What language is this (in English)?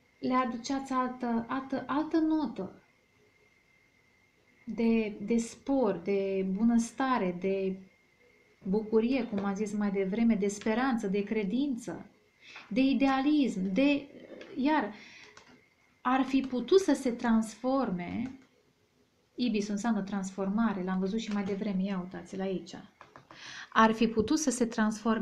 Romanian